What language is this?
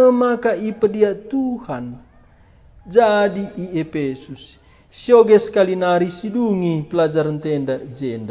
Batak Karo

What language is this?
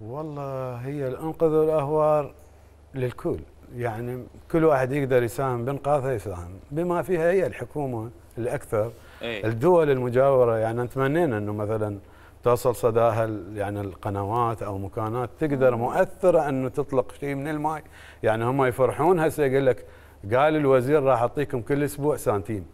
Mesopotamian Arabic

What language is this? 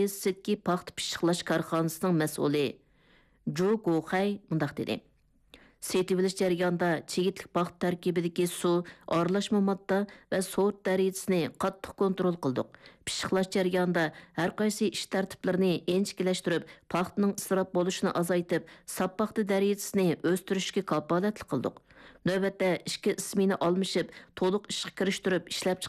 Uyghur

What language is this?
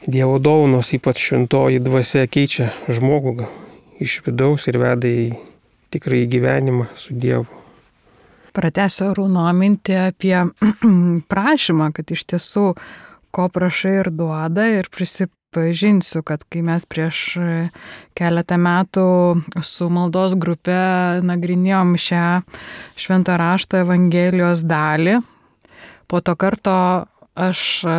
Lithuanian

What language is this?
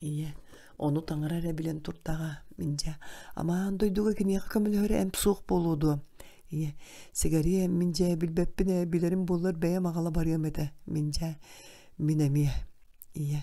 Yakut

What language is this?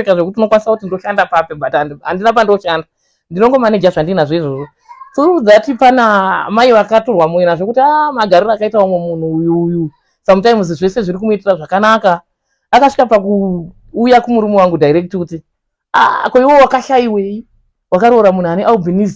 Shona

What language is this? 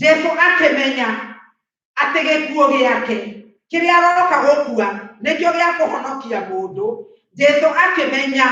Kikuyu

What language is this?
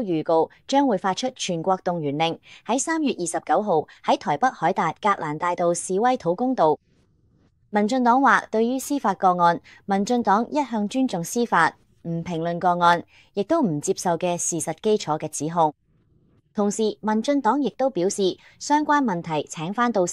Cantonese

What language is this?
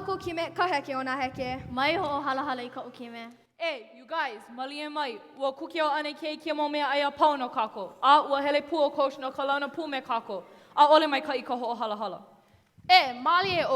Hawaiian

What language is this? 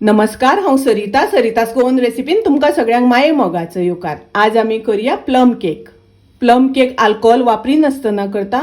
Konkani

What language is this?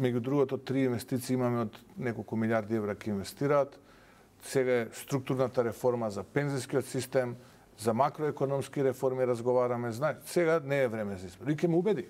Macedonian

